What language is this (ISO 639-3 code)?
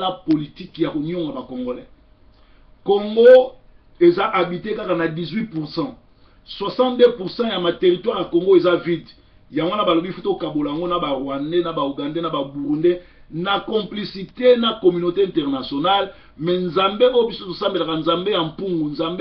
lin